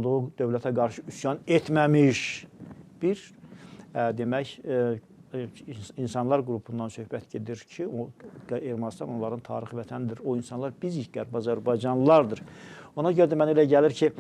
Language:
Azerbaijani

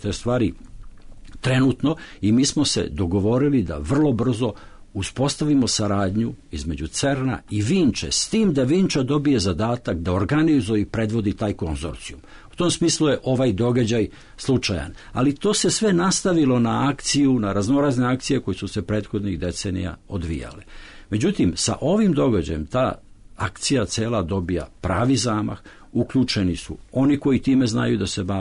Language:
Serbian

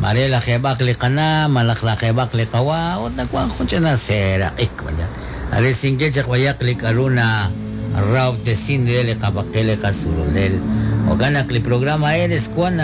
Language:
Kekchí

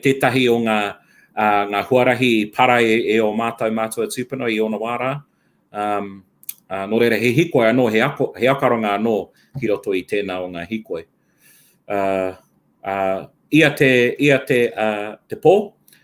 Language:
Māori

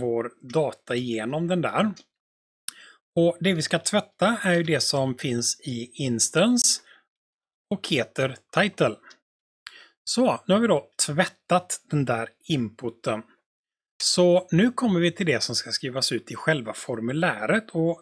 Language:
Swedish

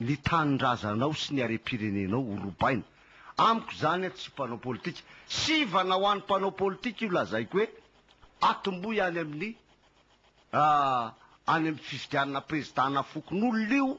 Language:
Malagasy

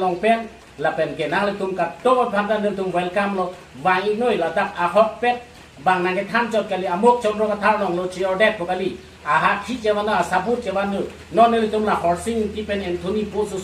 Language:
Karbi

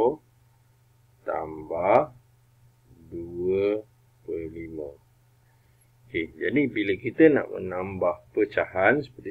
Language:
Malay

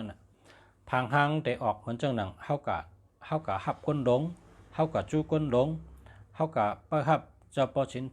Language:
Shan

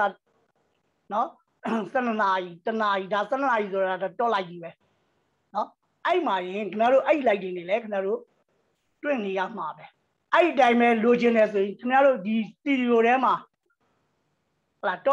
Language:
Burmese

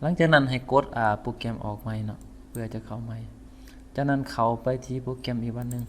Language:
Lao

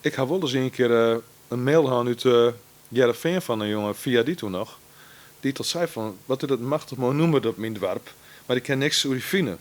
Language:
Western Frisian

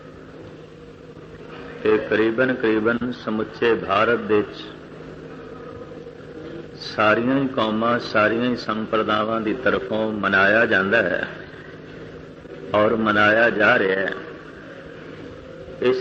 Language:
Punjabi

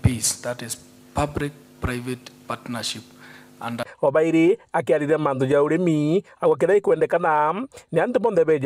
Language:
Meru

